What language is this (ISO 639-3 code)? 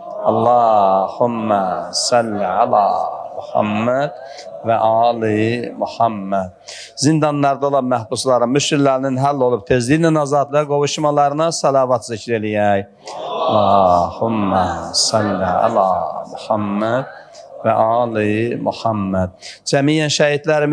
aze